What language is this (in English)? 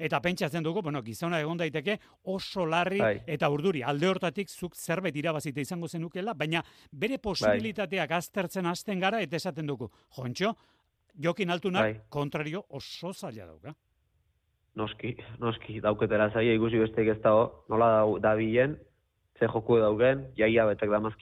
Basque